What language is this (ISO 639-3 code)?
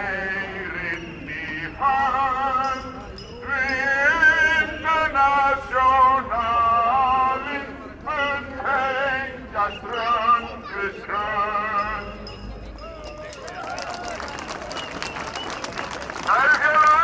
isl